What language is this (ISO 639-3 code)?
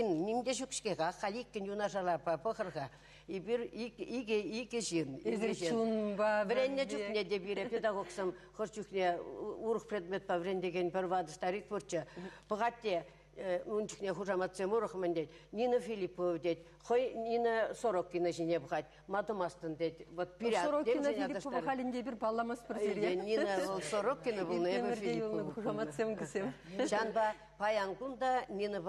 chv